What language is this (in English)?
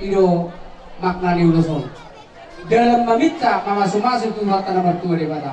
Batak Toba